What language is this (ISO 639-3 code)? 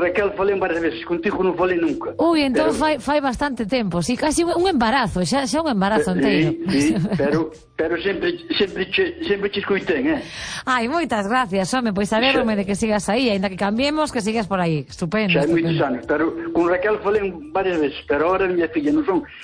glg